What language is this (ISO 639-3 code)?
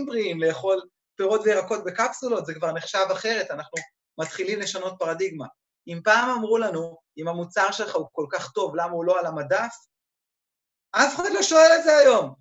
heb